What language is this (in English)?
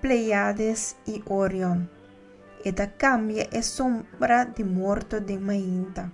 Papiamento